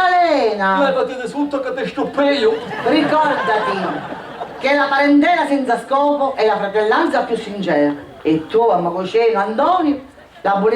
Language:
Sicilian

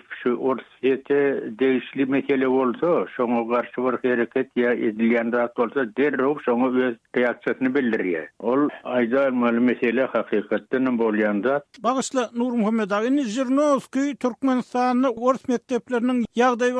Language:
Turkmen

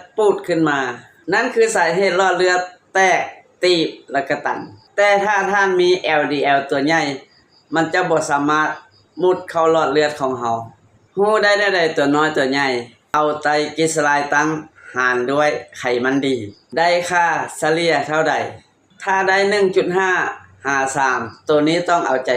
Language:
Lao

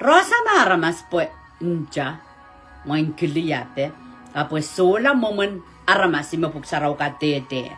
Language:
Pohnpeian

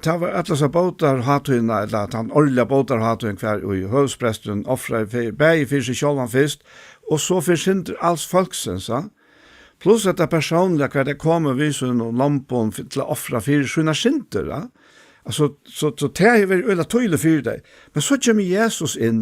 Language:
Faroese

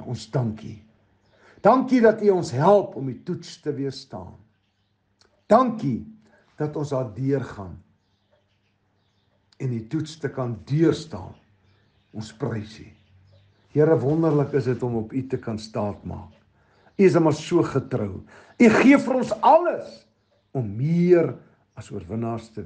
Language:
Afrikaans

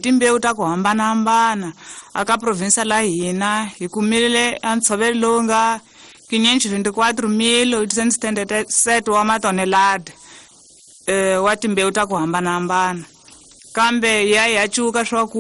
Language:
Tsonga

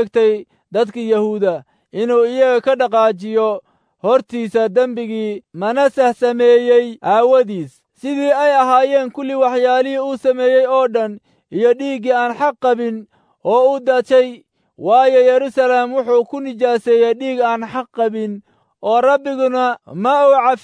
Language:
Somali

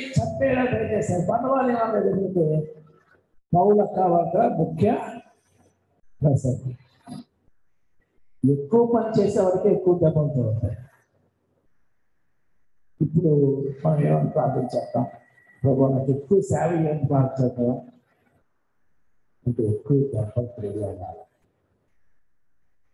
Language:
Telugu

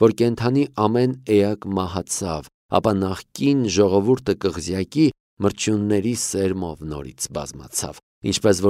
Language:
Armenian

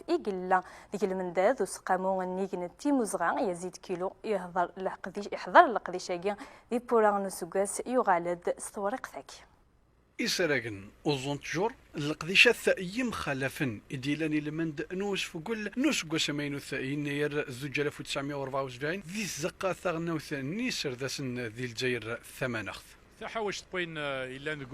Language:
Kabyle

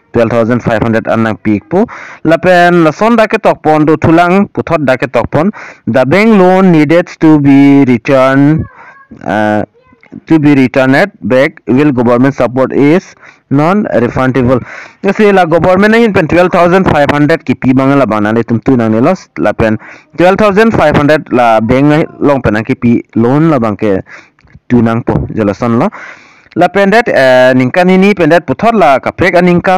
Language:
Karbi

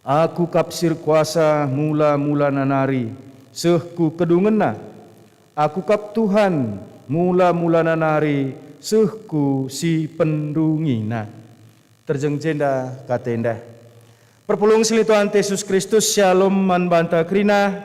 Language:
Batak Karo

